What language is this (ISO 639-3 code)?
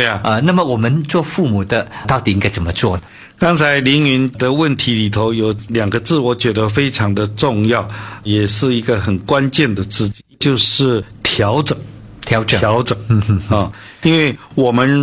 zho